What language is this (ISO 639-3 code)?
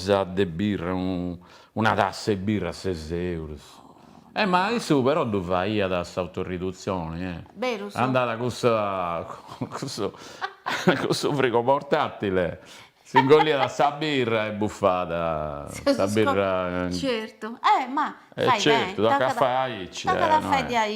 srd